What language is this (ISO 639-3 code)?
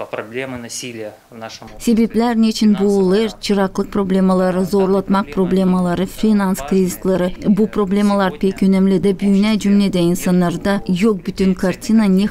gag